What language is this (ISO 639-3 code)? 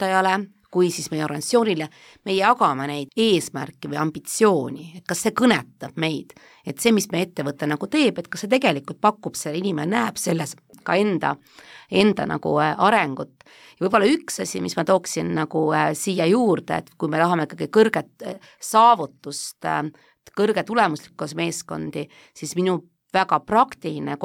est